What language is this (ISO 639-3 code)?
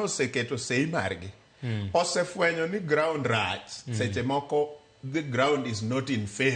luo